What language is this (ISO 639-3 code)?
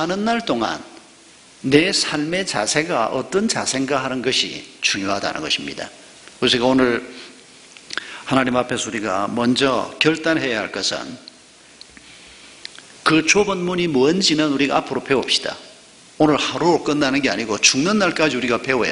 kor